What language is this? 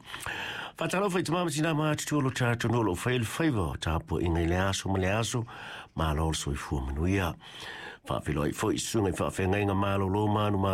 Samoan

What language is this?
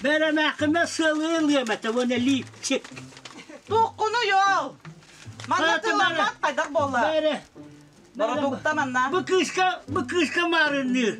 Yakut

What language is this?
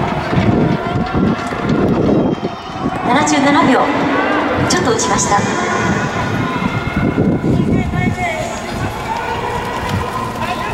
Japanese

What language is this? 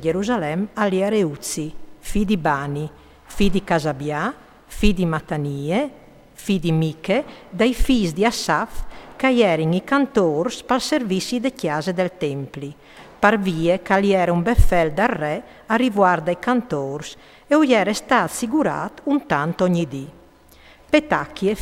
Friulian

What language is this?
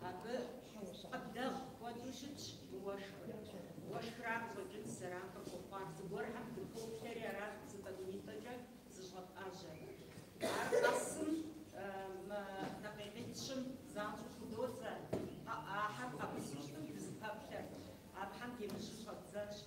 Kabardian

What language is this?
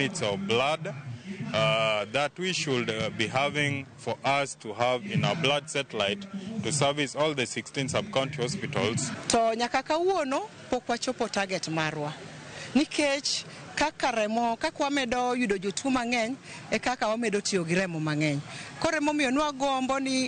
Luo (Kenya and Tanzania)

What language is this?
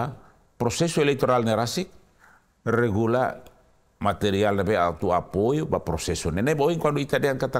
Tetum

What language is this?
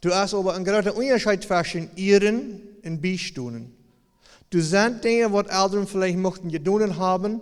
Plautdietsch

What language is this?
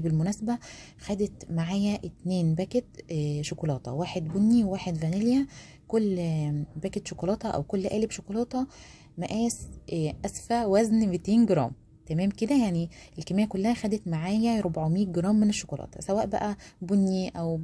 Egyptian Arabic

